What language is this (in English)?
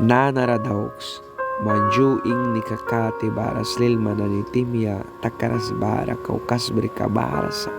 Mískito